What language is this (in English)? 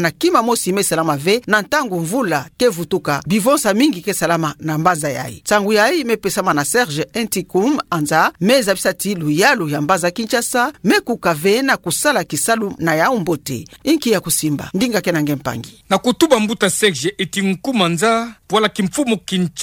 Kituba (Democratic Republic of Congo)